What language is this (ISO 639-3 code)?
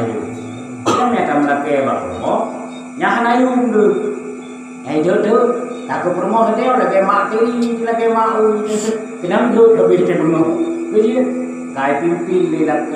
ace